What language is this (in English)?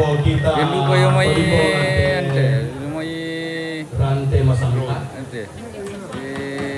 Toraja-Sa'dan